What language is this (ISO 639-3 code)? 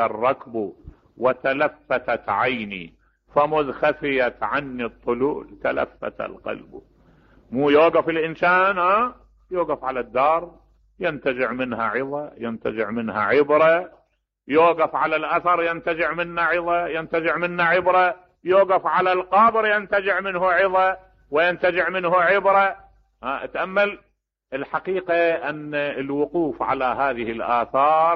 acm